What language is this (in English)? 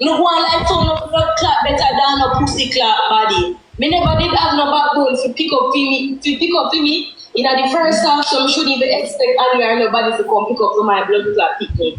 Jamaican Creole English